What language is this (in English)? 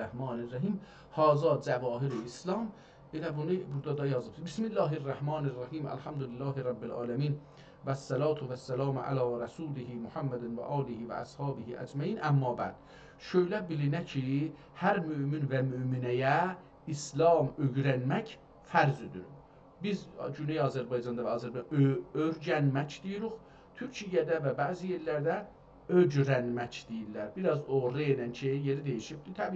South Azerbaijani